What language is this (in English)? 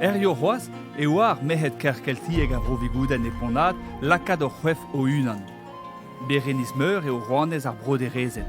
Breton